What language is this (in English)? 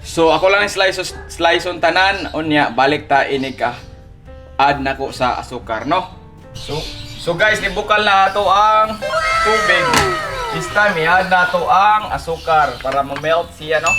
Cebuano